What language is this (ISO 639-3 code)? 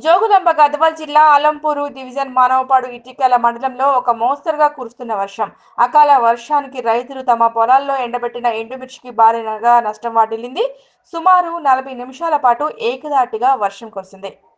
tel